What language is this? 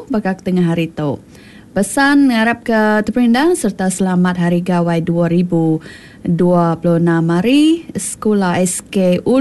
Iban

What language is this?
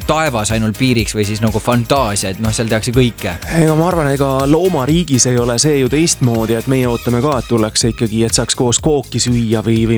Estonian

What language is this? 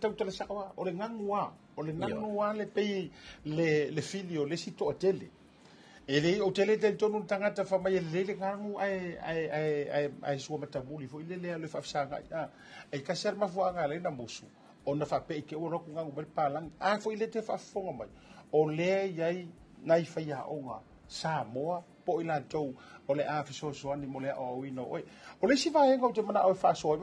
Samoan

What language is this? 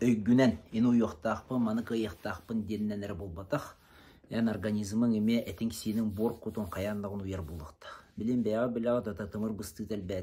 Yakut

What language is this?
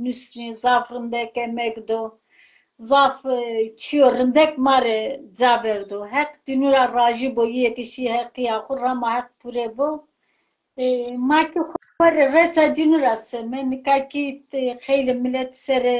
Zaza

